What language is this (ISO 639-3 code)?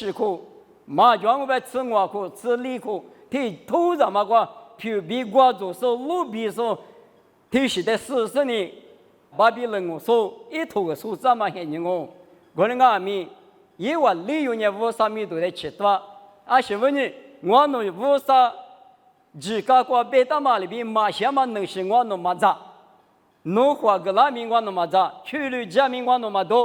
lis